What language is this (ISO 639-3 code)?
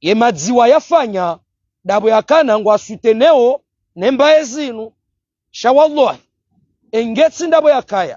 zdj